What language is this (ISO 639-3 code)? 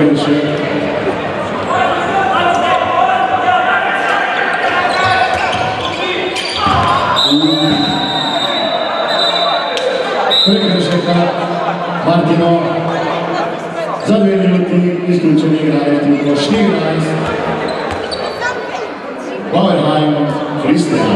slv